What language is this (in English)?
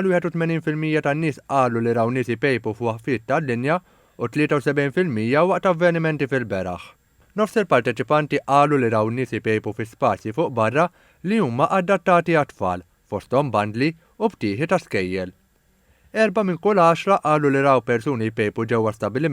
Maltese